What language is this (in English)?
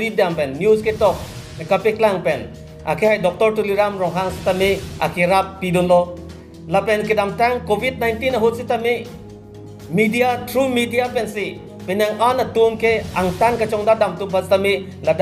Karbi